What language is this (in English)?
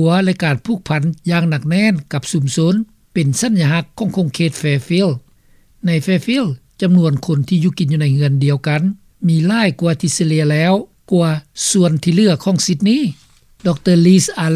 Lao